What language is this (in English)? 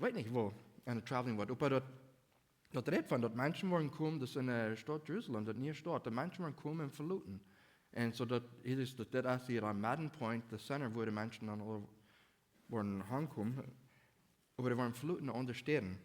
Plautdietsch